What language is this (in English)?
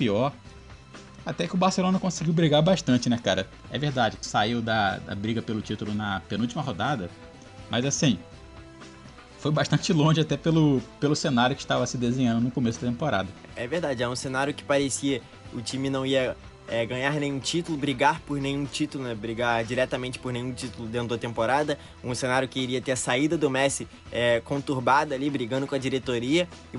Portuguese